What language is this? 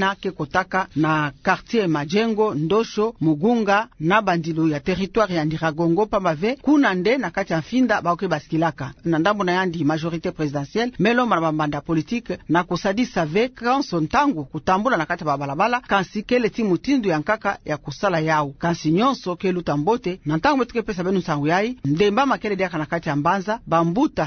Kituba (Democratic Republic of Congo)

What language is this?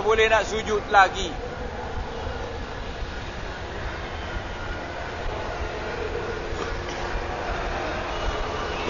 Malay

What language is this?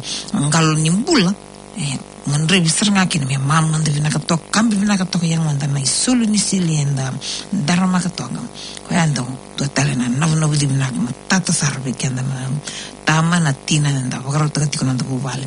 Fijian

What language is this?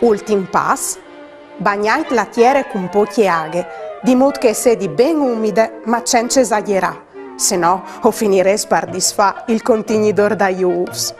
Friulian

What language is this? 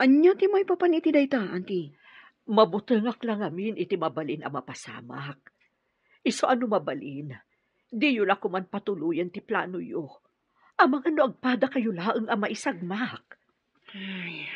Iloko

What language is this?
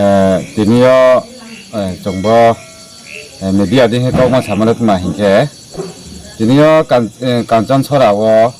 Riang (India)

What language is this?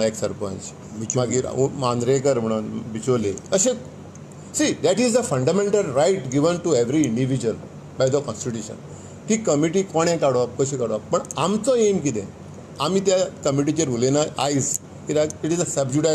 Konkani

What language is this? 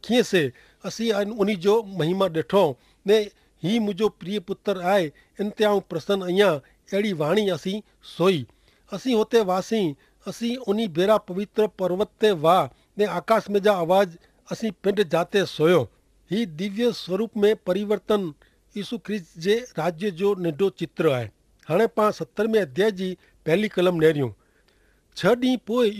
Kachhi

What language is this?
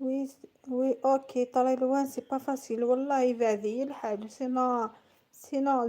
Kabyle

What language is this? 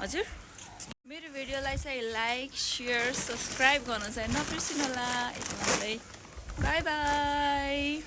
Nepali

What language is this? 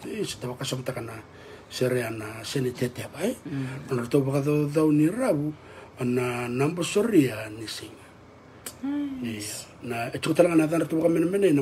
Fijian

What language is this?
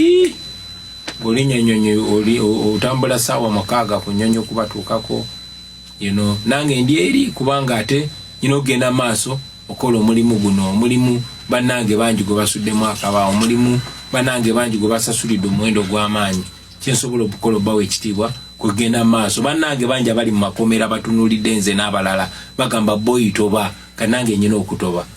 Ganda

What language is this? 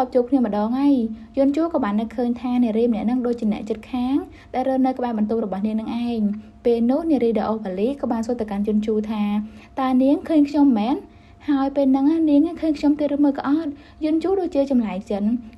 Khmer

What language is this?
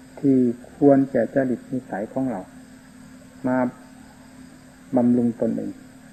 Thai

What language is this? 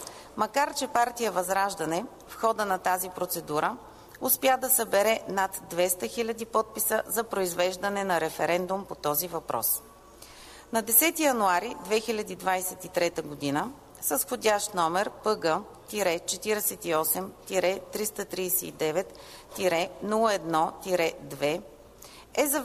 Bulgarian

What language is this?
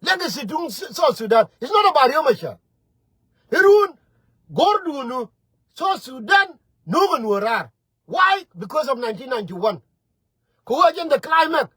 Nuer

